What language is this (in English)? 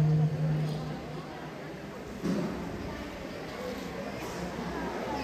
Malayalam